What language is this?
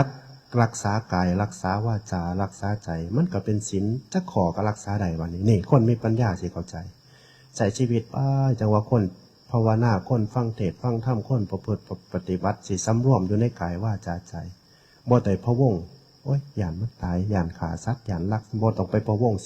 Northeastern Thai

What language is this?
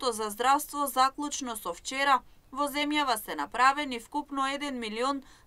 Macedonian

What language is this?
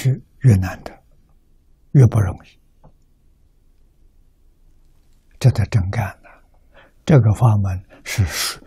Chinese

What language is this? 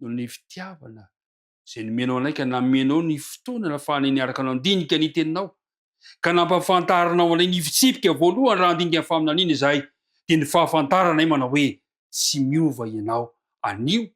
Malagasy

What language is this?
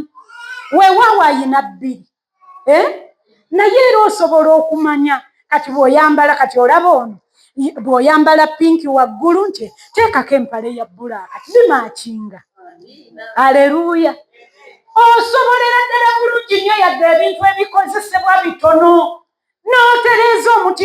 Ganda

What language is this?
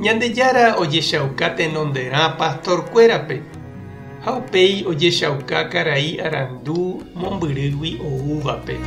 Guarani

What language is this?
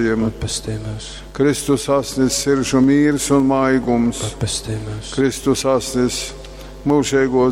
Latgalian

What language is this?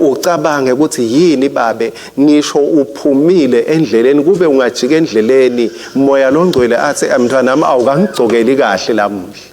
Swati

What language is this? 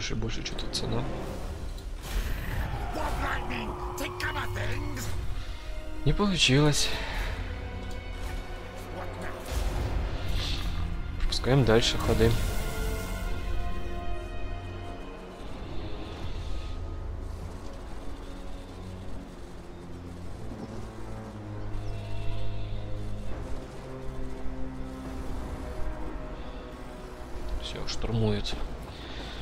Russian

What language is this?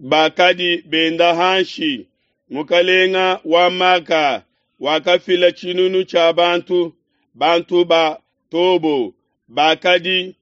Luba-Lulua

